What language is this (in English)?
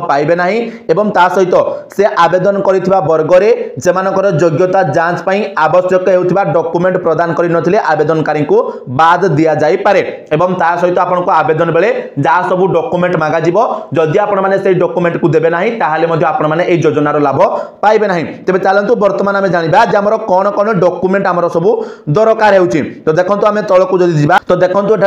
Odia